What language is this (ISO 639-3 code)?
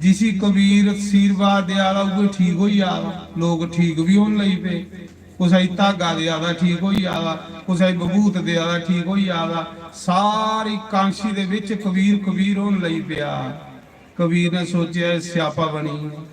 doi